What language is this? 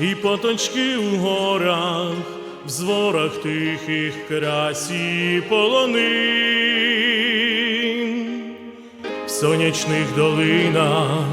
Rusyn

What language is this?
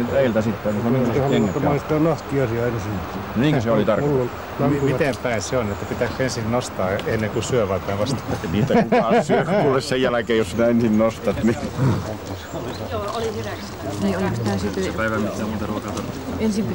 Finnish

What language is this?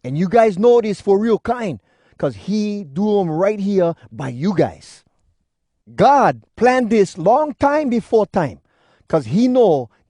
Hawai'i Creole English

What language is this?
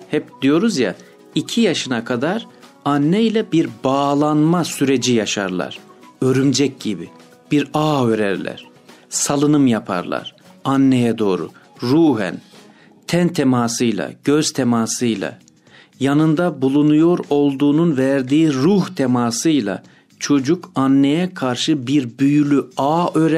Turkish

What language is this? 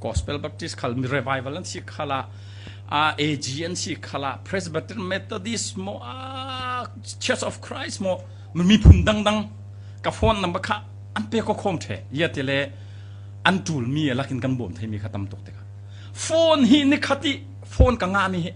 Falam Chin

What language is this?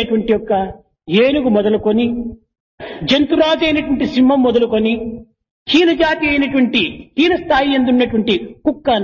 Telugu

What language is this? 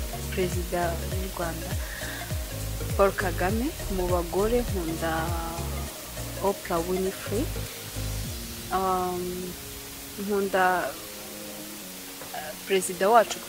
Kinyarwanda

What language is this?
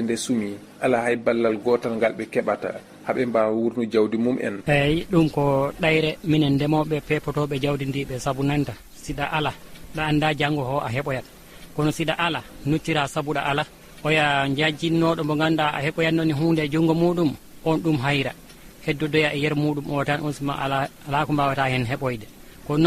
Fula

